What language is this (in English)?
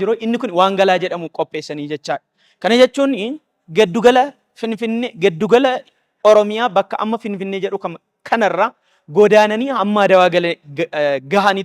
Oromo